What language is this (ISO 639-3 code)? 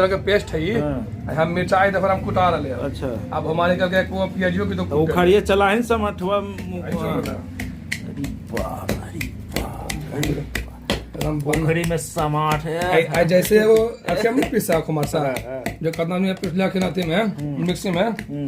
mag